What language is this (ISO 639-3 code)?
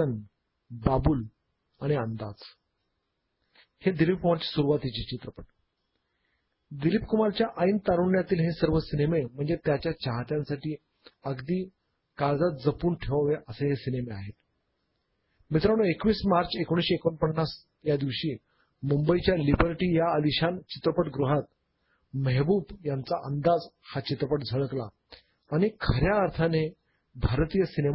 mar